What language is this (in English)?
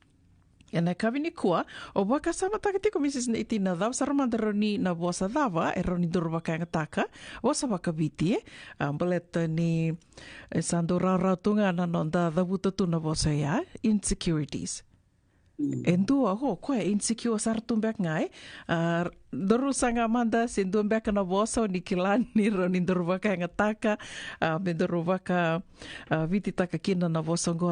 Fijian